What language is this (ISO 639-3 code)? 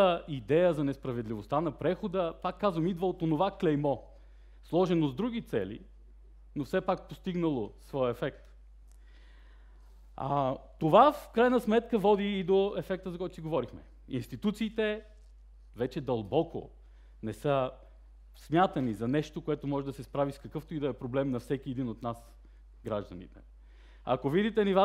bul